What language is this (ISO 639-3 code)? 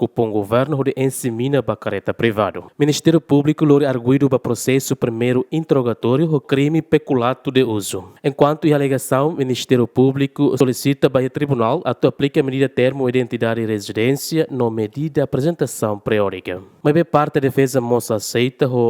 tet